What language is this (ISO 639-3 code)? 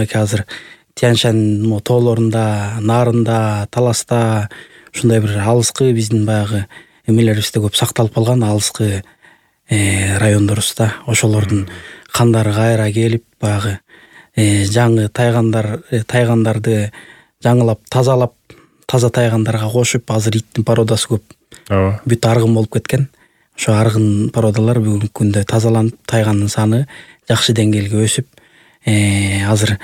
kir